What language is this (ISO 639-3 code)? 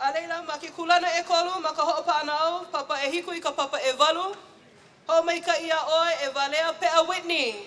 haw